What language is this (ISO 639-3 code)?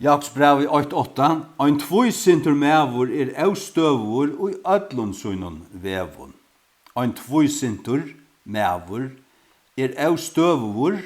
fao